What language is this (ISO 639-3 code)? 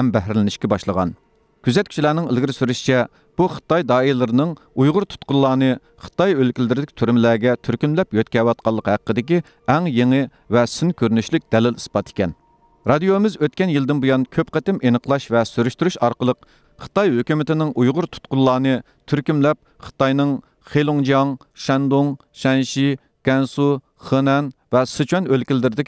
uig